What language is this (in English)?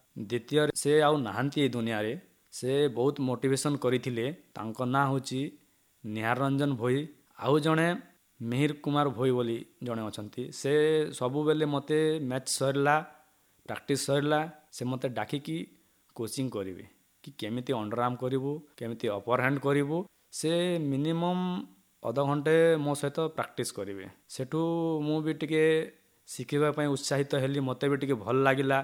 Odia